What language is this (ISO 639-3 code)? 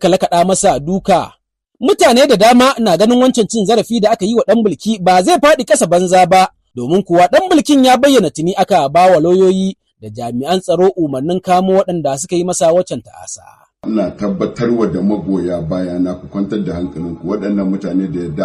hau